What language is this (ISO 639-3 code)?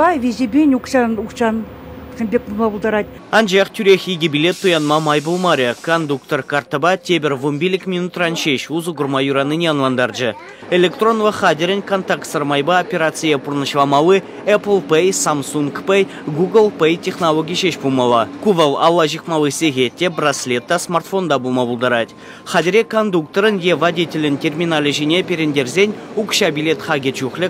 chv